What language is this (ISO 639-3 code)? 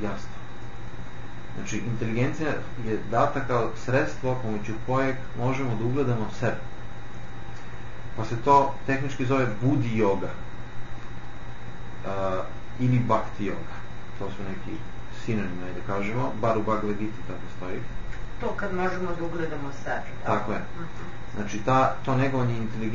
srp